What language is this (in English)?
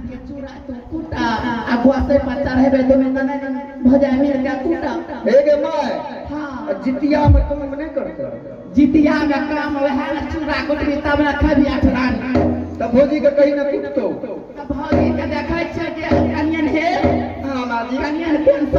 Angika